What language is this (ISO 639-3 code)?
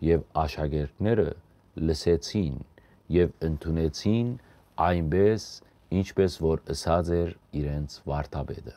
hyw